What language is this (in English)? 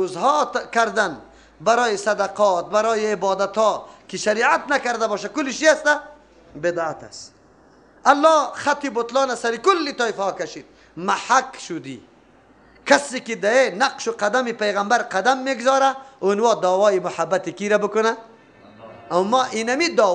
Persian